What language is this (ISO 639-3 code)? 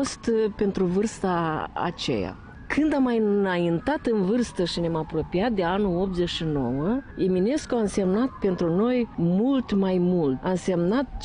ron